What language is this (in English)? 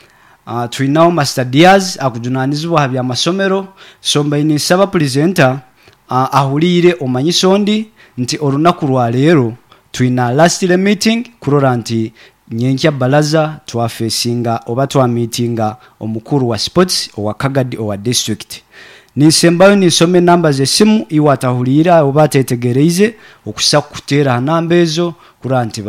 Nyoro